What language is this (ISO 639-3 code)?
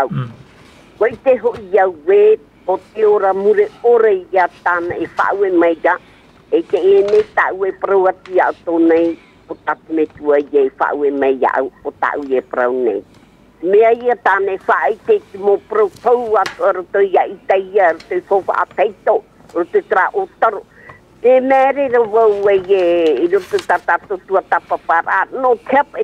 tah